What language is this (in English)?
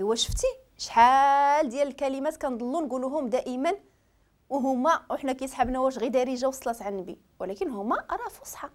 Moroccan Arabic